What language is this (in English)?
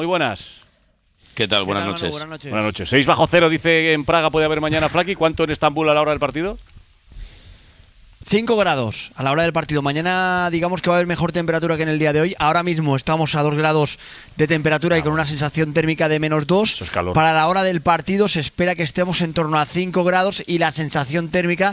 Spanish